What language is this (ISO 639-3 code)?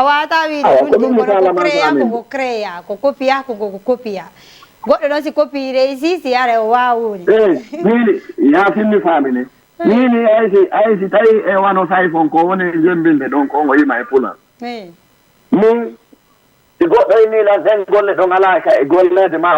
ful